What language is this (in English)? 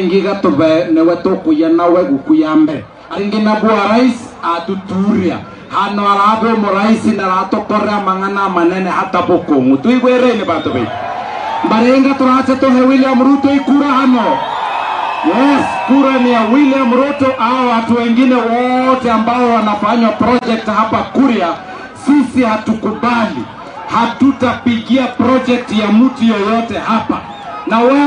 Swahili